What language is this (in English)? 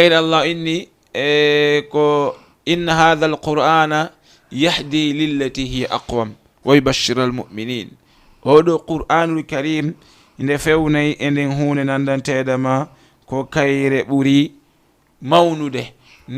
Fula